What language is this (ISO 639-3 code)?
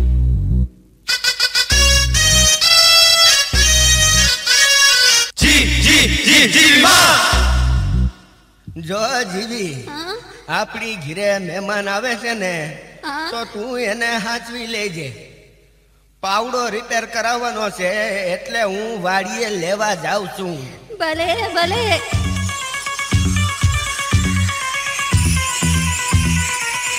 guj